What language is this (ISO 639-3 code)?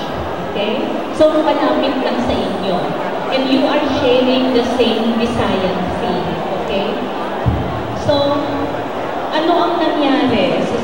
fil